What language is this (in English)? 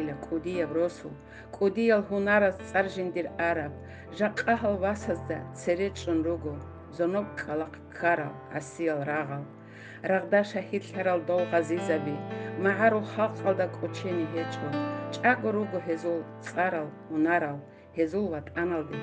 Avaric